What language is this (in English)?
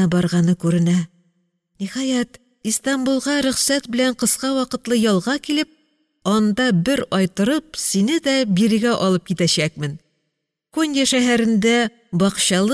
Tatar